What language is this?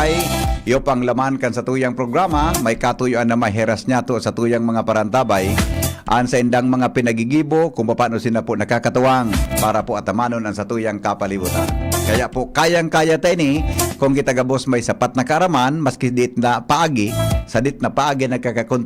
Bikol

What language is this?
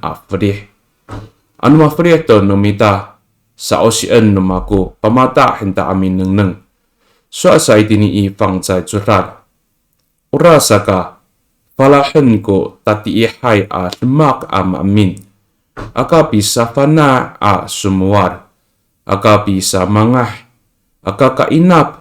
Amis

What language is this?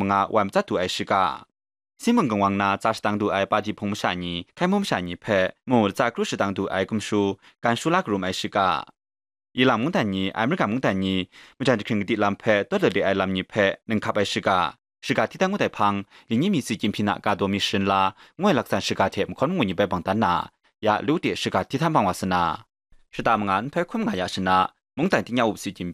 Kachin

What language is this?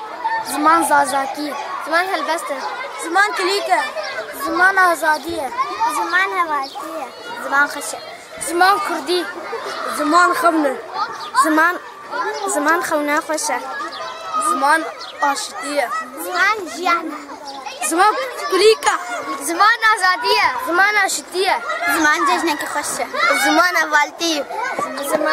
Kurdish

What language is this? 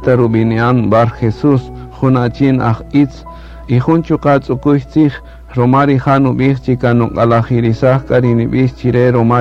Kaqchikel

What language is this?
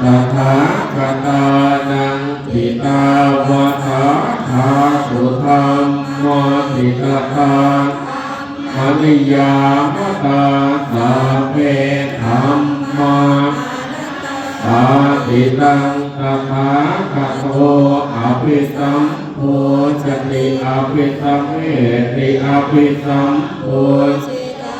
Pali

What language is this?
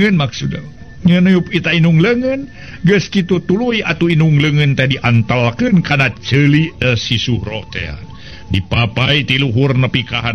Sundanese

